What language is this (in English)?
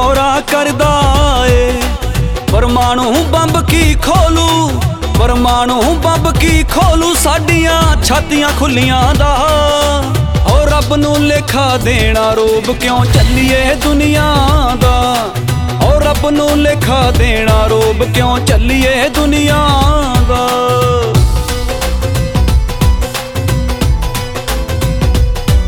Punjabi